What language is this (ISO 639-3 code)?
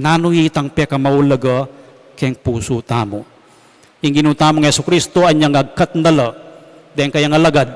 pam